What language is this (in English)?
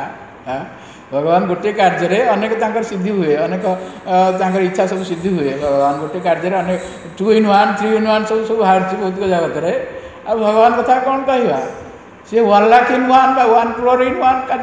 Odia